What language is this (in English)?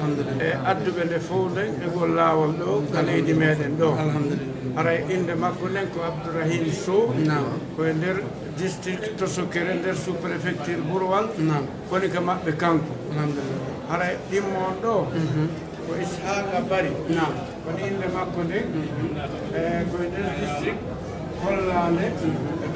Pular